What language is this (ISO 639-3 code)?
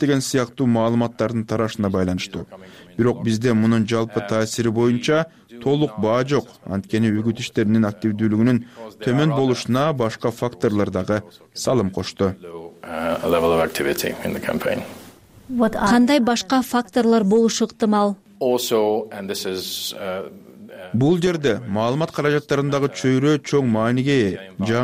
kir